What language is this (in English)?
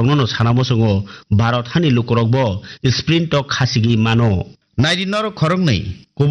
Kok Borok